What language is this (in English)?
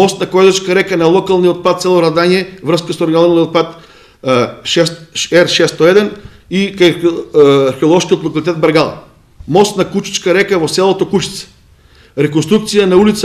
Macedonian